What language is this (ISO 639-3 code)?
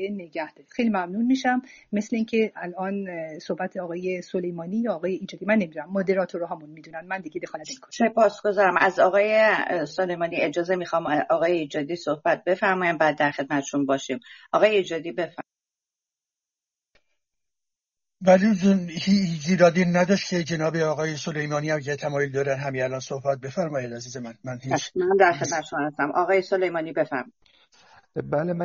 fas